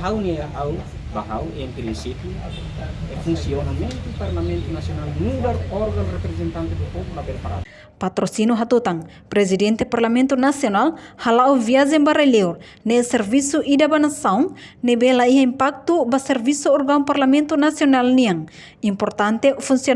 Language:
Tetum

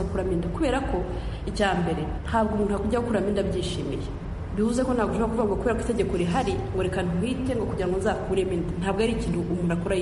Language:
Kinyarwanda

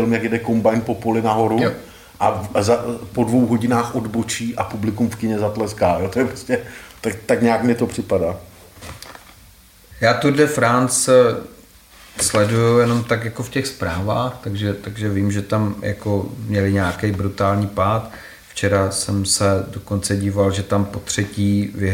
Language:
Czech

